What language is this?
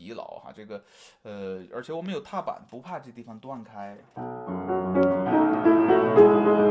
Chinese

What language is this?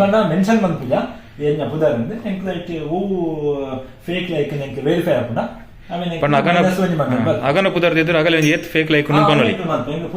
Tulu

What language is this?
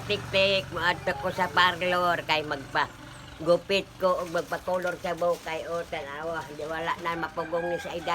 Cebuano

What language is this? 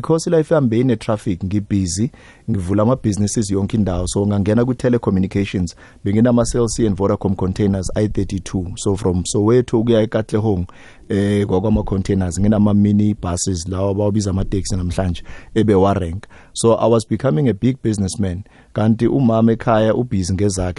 South Ndebele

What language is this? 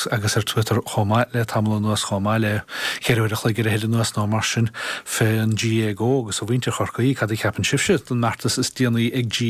Irish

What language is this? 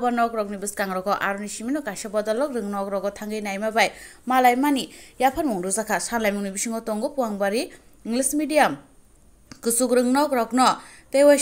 Kok Borok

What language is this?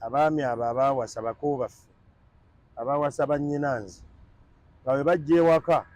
Ganda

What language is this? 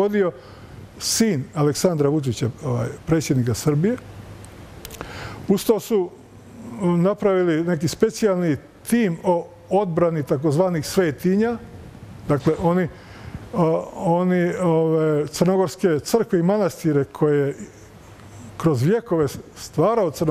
Croatian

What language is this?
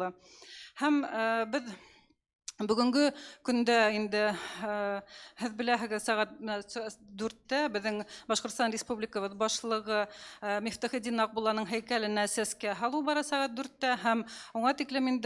Bashkir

